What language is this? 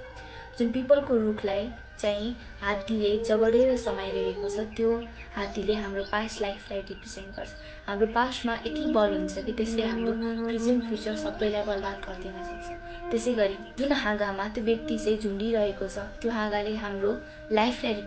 Nepali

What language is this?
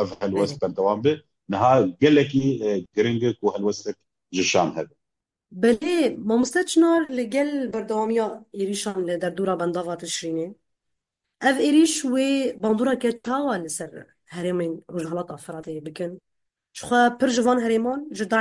Kurdish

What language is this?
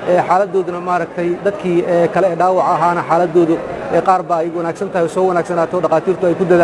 Somali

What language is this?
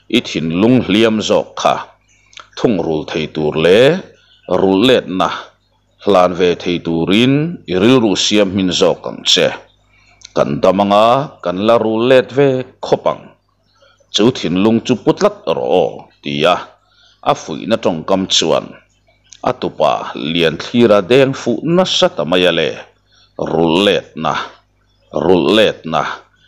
Mizo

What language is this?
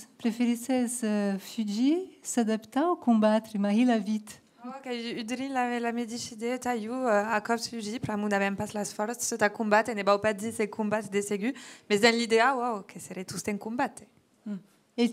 Occitan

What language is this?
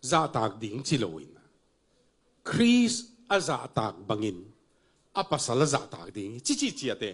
Tedim Chin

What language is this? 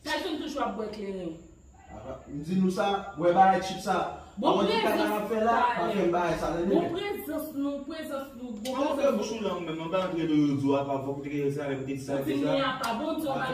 Haitian Creole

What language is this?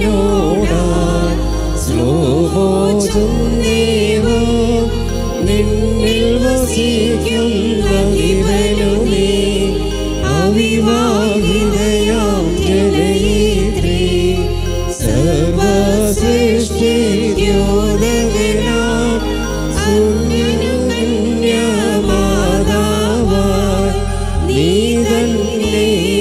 Malayalam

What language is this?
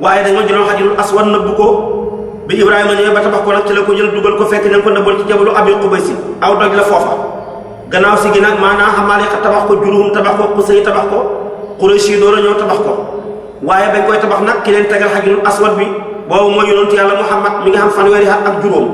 Wolof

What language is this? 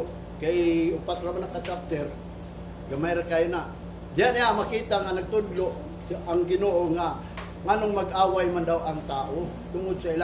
Cebuano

